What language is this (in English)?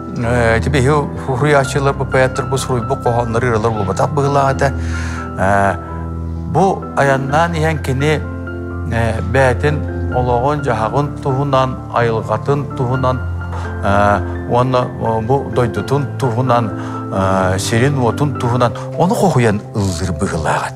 Yakut